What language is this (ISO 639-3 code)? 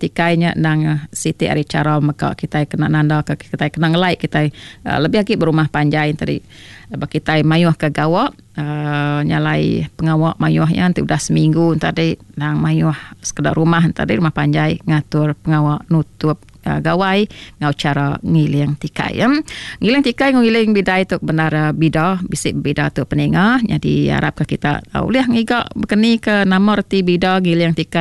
iba